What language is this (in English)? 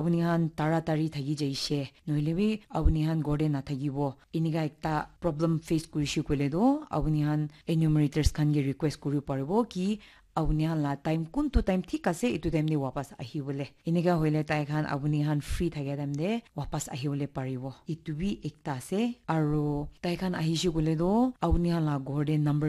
Naga Pidgin